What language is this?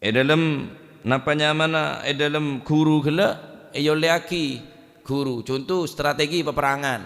Madurese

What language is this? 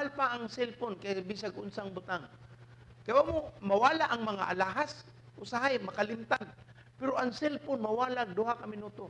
Cebuano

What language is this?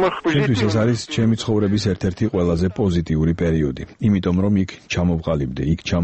Georgian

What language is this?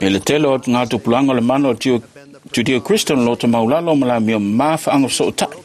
Samoan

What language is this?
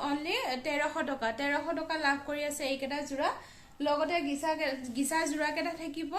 Assamese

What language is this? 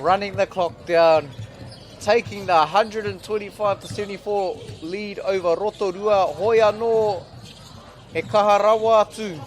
Māori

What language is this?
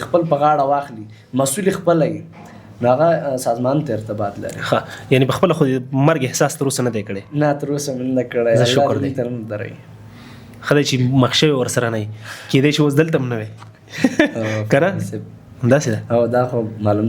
Pashto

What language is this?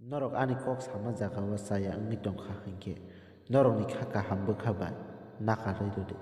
Kok Borok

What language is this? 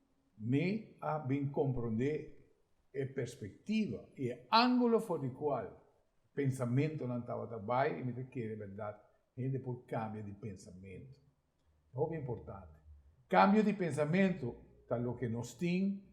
Papiamento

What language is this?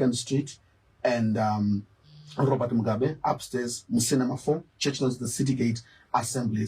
Shona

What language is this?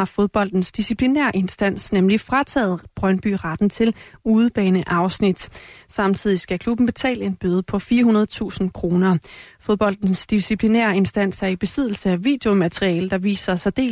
Danish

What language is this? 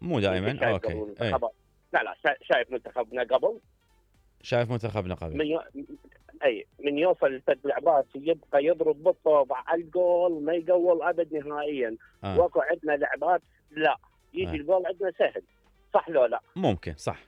Mesopotamian Arabic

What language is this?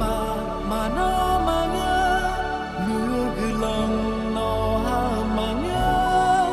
Akha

